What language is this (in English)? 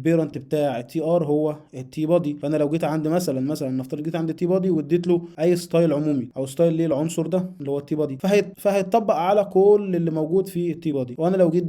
Egyptian Arabic